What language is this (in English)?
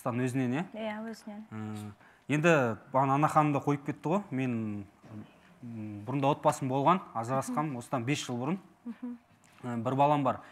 Kazakh